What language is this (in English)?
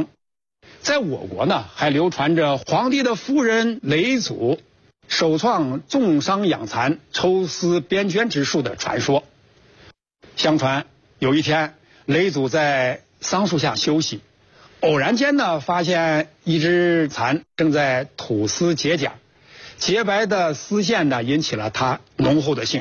Chinese